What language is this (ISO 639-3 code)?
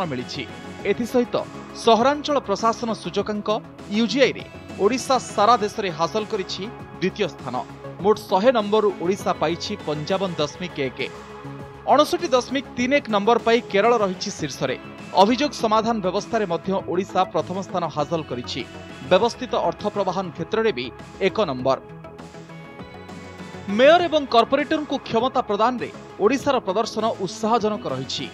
ori